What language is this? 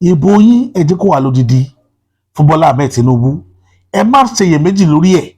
Yoruba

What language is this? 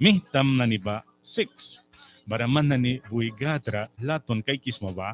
Mískito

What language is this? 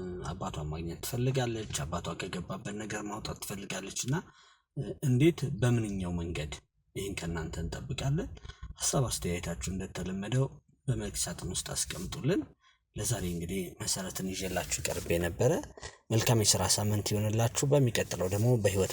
Amharic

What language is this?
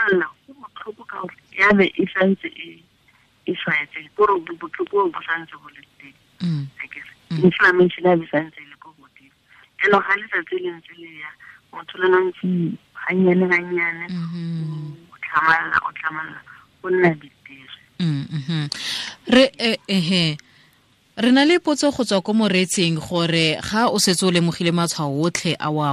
Tswana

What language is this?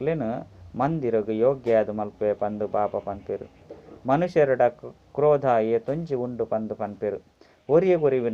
Tulu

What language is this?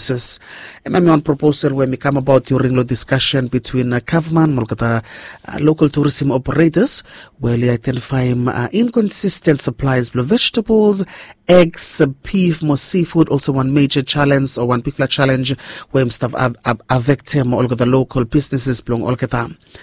Bislama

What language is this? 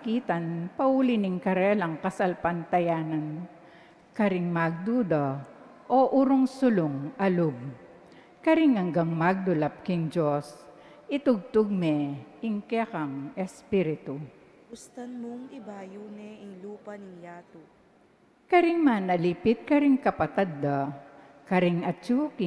Pampanga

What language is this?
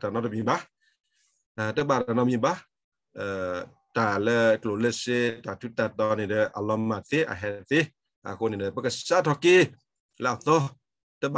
S'gaw Karen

